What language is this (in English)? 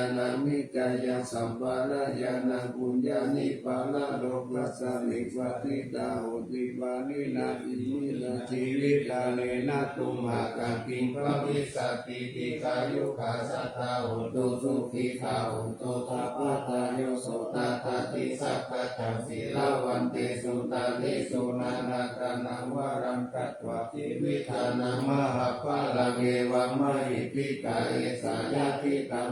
Pali